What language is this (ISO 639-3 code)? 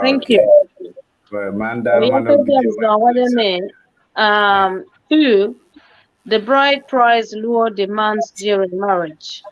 ach